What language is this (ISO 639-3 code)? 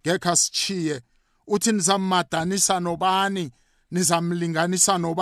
nbl